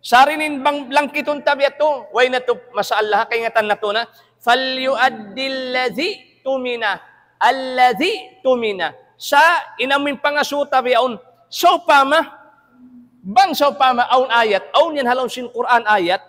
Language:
Tausug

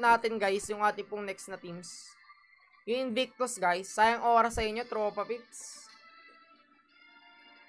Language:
Filipino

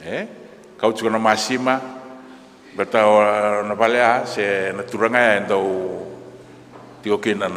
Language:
Fijian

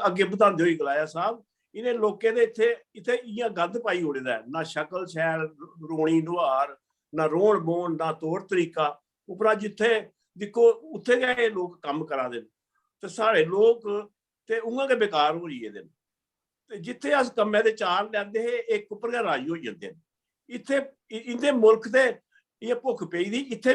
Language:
Dogri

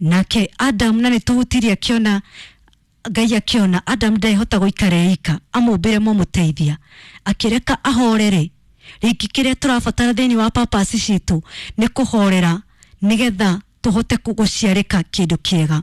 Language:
Kikuyu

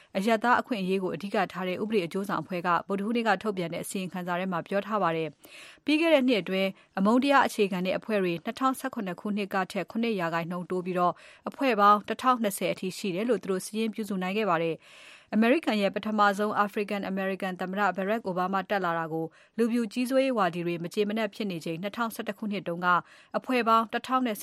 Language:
Burmese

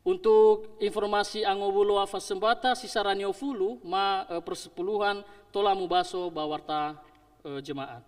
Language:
Nias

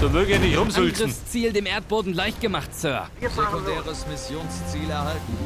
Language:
Bavarian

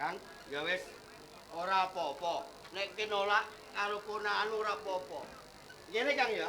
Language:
Javanese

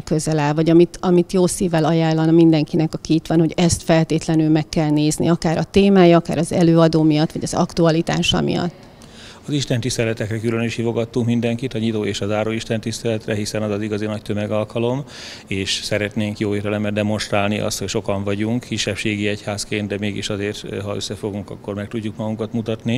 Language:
Hungarian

